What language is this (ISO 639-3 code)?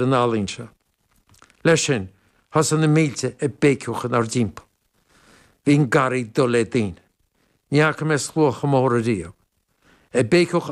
gle